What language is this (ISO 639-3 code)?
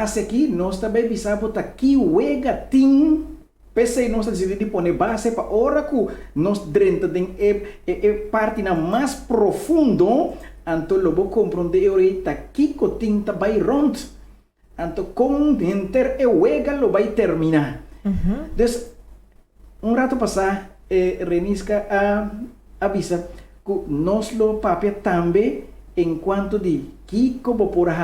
pap